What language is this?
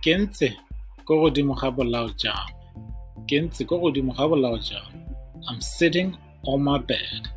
Tswana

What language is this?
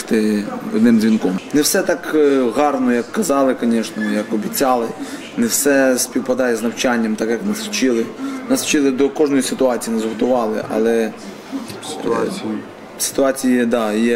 Ukrainian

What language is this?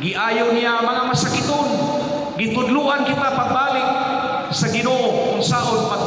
Cebuano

